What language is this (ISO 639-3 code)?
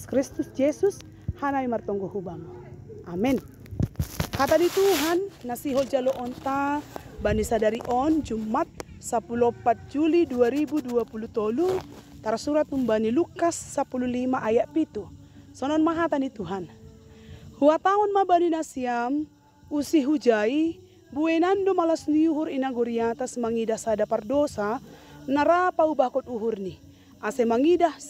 bts